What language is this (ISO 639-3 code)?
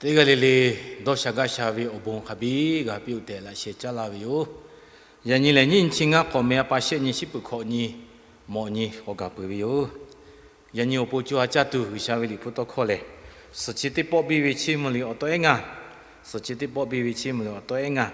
lhu